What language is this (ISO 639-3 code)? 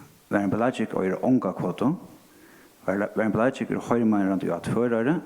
fao